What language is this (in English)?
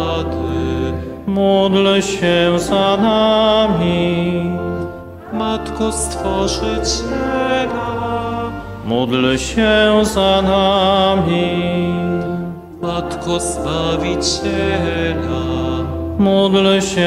Polish